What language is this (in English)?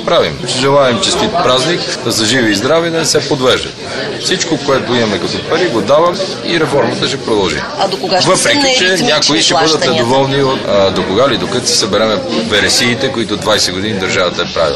Bulgarian